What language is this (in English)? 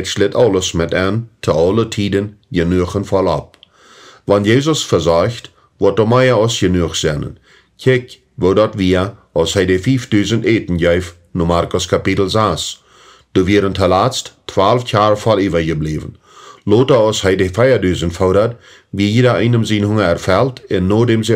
Plautdietsch